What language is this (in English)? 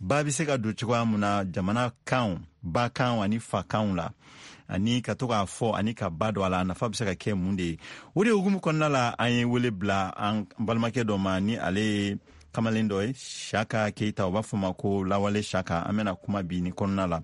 Bambara